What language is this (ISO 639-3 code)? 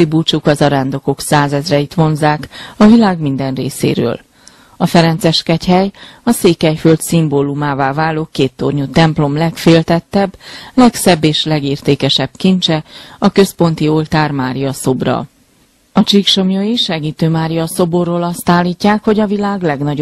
hun